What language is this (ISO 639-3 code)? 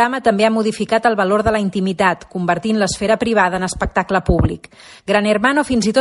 cat